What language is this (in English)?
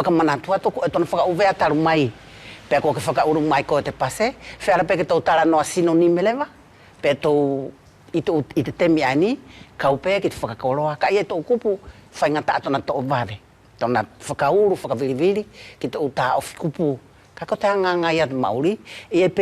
Wallisian